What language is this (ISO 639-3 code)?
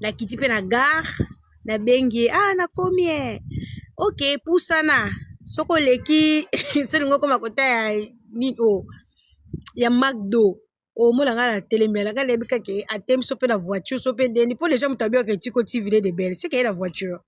lin